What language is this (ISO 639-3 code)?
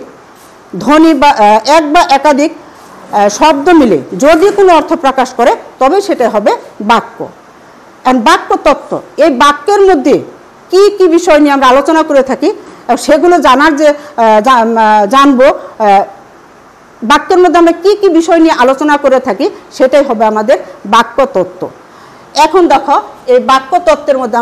ben